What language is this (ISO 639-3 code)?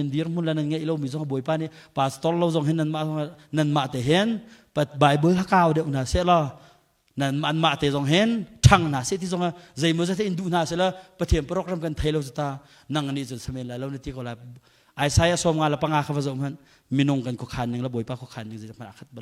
cnh